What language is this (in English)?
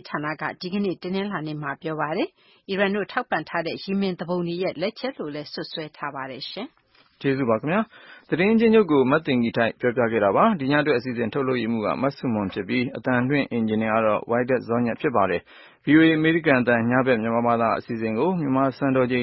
Burmese